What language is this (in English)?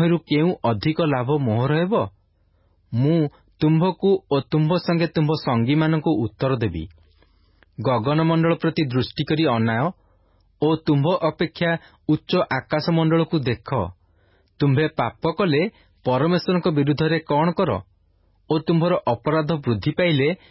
Odia